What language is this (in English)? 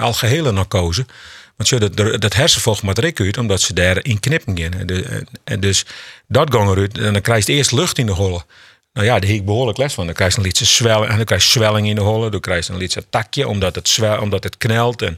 Western Frisian